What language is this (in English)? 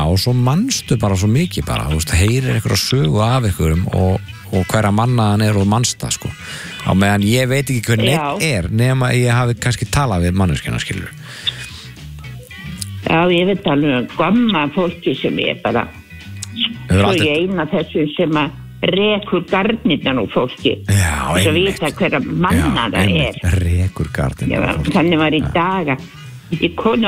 Icelandic